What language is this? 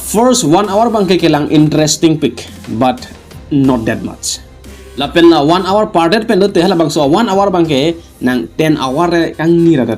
Karbi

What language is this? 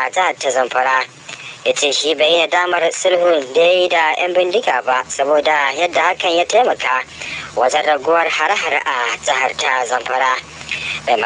Hausa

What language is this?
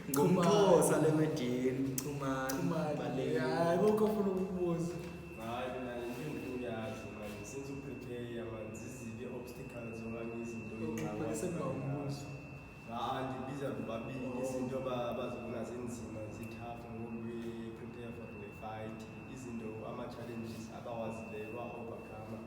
Zulu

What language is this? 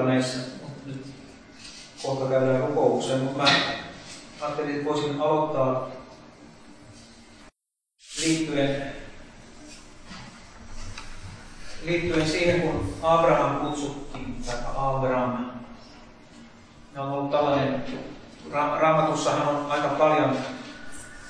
Finnish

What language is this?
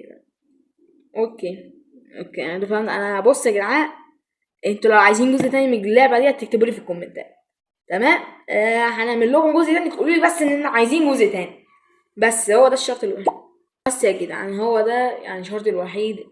Egyptian Arabic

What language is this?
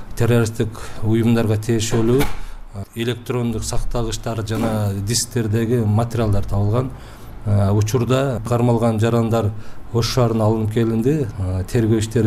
Kyrgyz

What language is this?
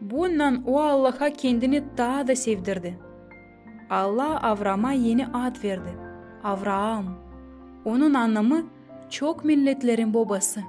Gagauz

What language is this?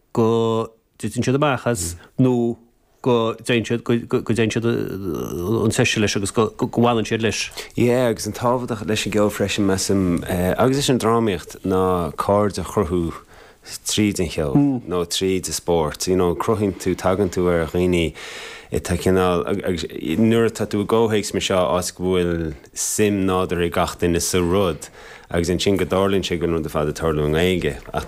Irish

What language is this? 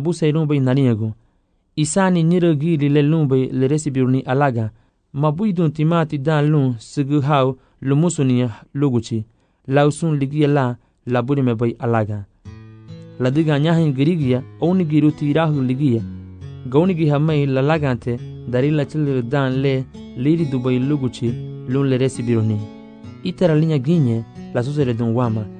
Garifuna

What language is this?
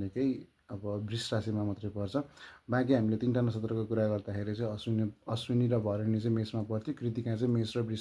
Nepali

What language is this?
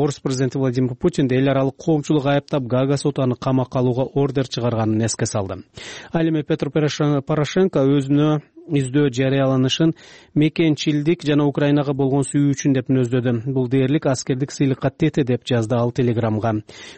Kyrgyz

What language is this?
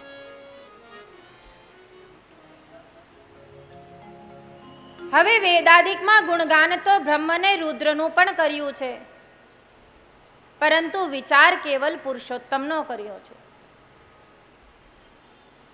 Gujarati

